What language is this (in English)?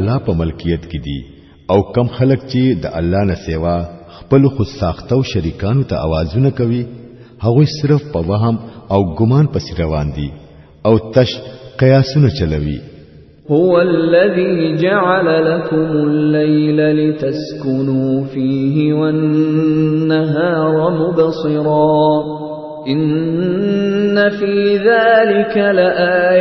Pashto